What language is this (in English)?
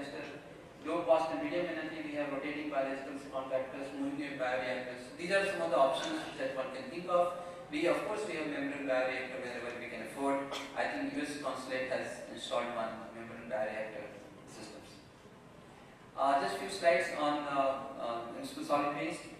English